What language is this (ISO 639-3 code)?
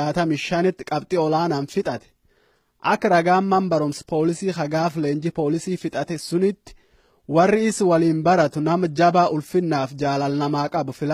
orm